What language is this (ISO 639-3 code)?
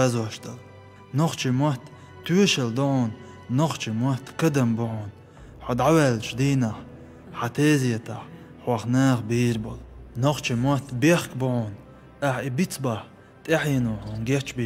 che